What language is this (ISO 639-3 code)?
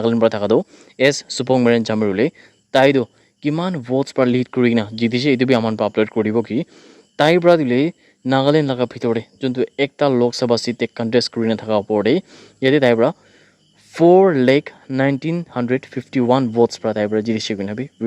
nag